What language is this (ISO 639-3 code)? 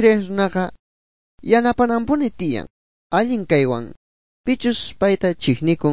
que